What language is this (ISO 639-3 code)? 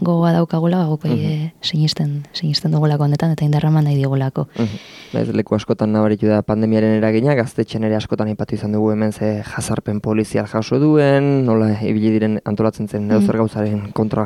eus